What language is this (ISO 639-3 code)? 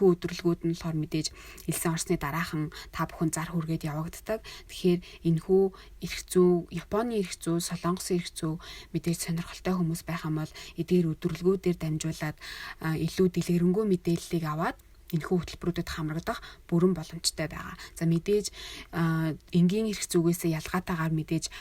mon